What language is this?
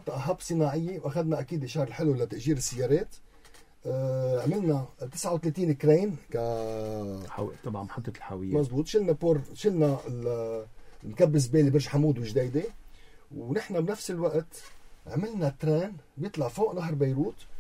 North Levantine Arabic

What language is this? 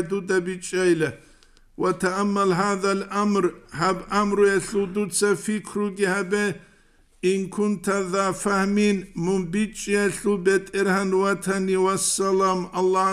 Avaric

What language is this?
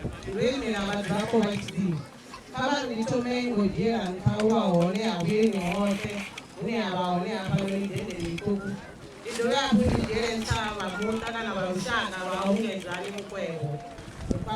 Venda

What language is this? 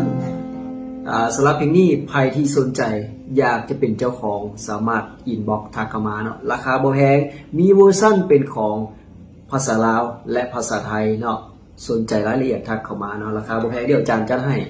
Lao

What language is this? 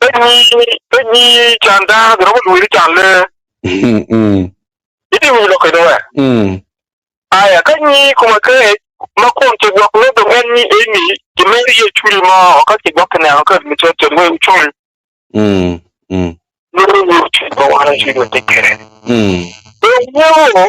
Acoli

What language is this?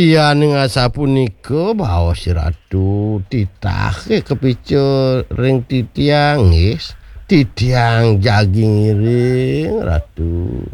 Balinese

